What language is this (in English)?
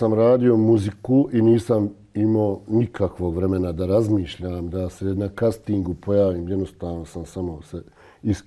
Serbian